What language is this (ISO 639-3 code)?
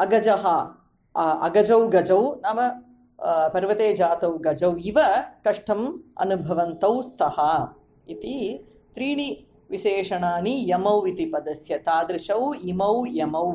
san